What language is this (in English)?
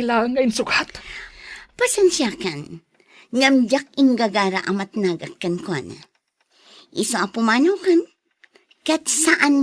Iloko